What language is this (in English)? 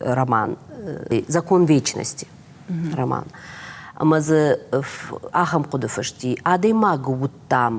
Ossetic